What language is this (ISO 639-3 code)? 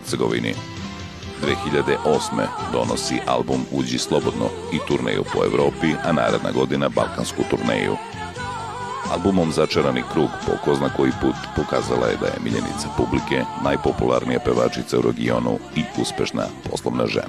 srp